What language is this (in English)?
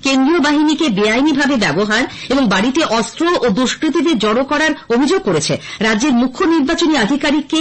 Bangla